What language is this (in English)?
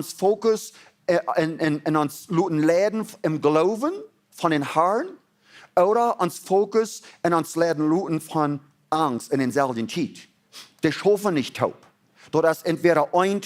Plautdietsch